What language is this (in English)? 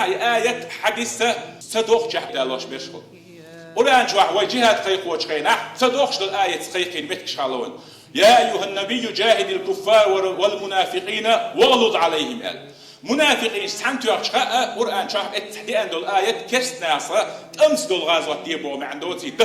Chechen